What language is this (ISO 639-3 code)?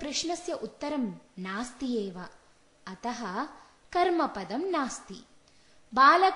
san